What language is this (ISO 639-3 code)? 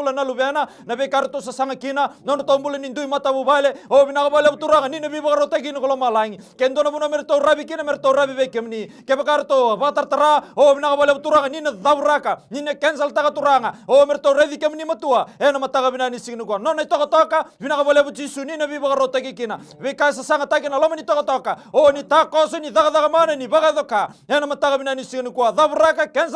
fij